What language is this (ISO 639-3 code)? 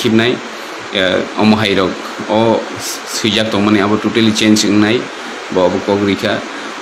trp